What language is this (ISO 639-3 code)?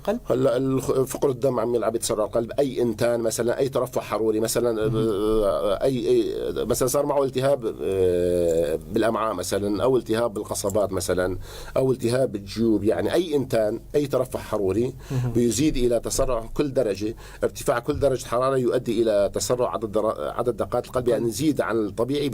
apc